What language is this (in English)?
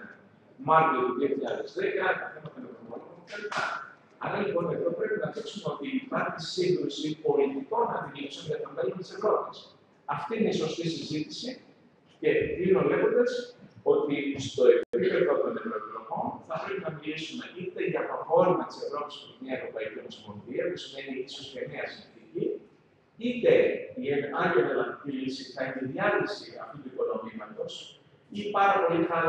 Greek